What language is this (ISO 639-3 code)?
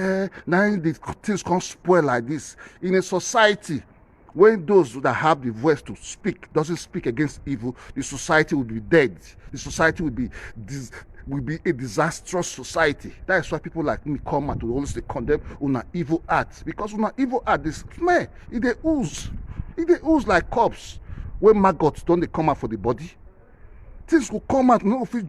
pcm